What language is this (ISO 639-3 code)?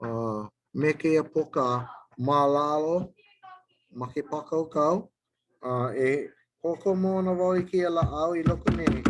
haw